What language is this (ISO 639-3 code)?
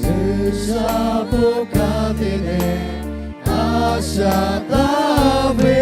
lhu